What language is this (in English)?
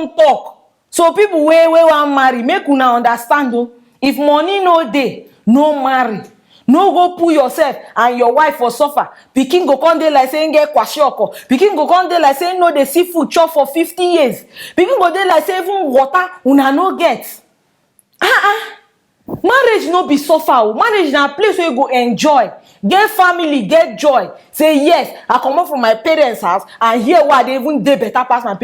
Nigerian Pidgin